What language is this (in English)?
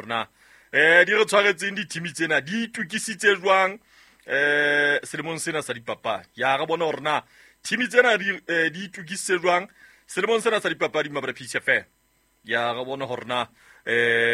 Southern Sotho